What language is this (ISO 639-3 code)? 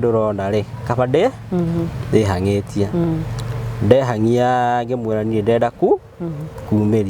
kik